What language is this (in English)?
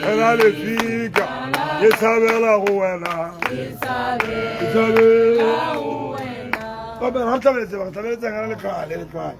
Tswana